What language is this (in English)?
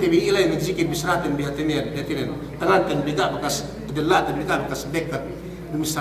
Yakan